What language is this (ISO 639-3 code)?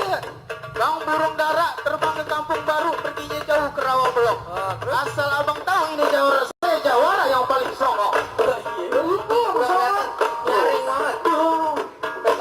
bew